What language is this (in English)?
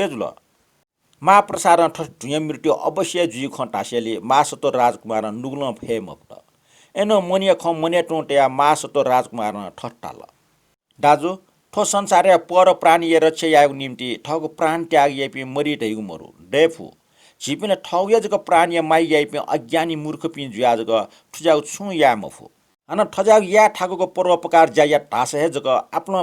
Newari